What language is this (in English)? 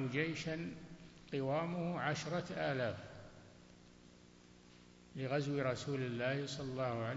Arabic